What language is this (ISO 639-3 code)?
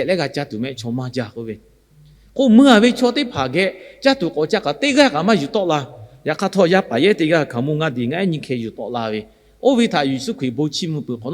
lhu